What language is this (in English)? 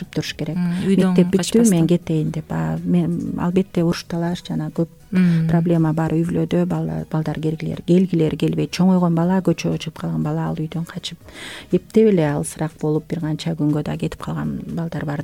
Kyrgyz